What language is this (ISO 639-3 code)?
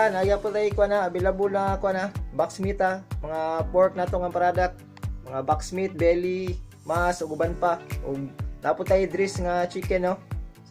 ceb